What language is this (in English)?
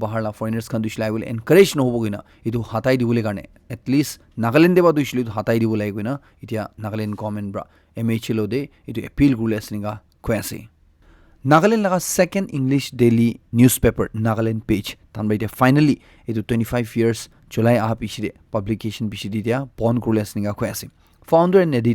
Naga Pidgin